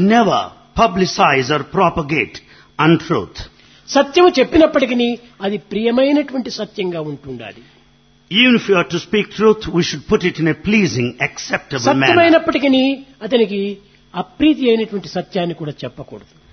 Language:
Telugu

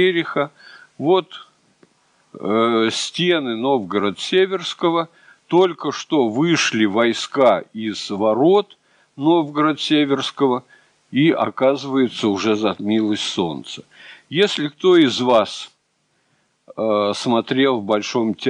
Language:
Russian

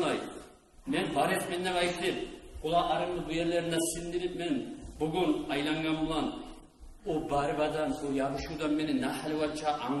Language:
Kumyk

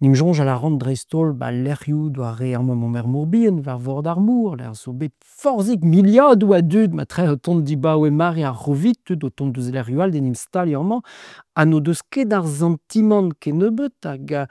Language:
Breton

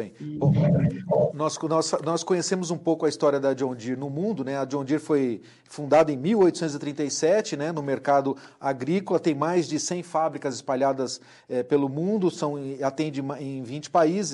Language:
Portuguese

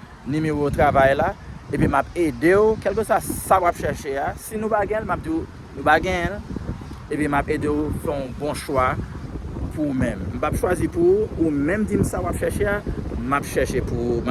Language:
Haitian Creole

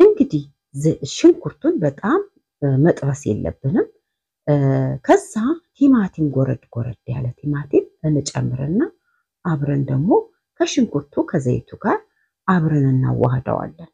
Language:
Amharic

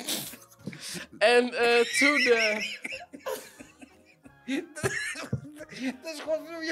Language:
Dutch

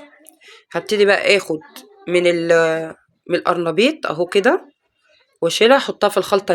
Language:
Egyptian Arabic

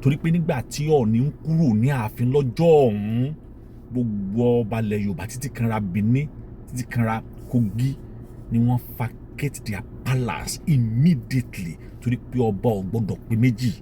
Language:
Yoruba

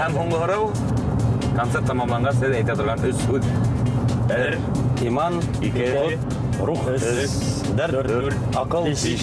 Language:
Bashkir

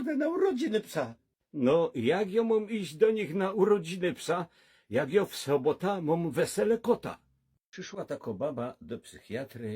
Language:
Silesian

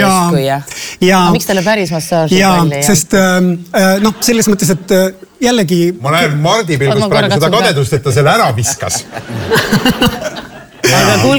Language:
Estonian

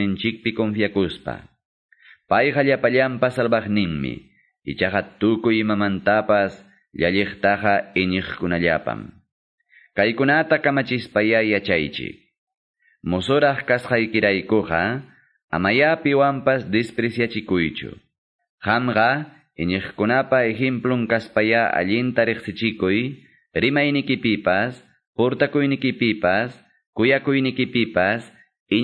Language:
Quechua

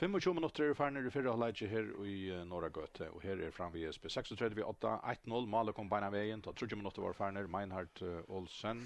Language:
Faroese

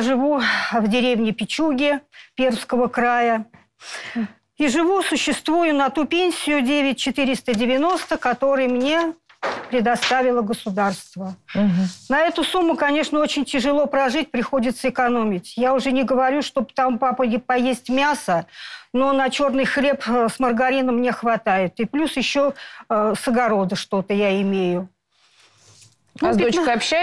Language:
Russian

